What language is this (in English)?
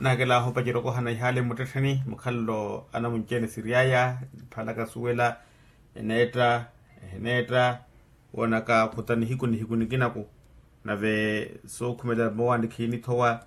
Makhuwa